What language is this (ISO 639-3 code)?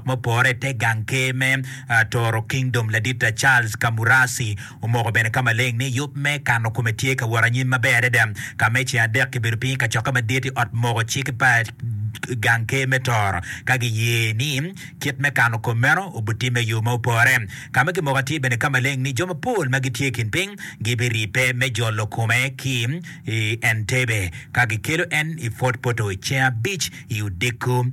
ach